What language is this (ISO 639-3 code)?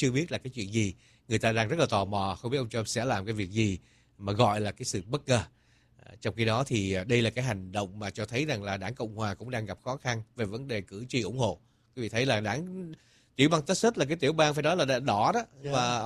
vie